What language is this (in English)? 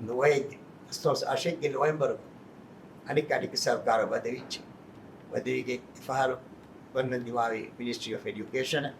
Divehi